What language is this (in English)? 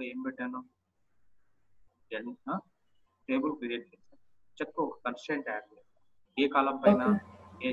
Telugu